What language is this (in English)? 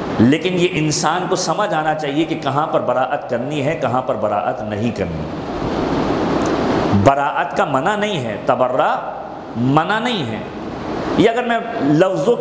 Urdu